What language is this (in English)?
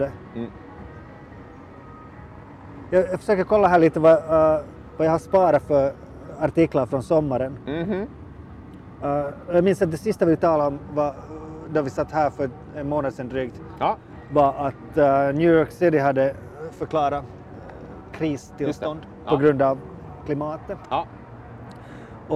Swedish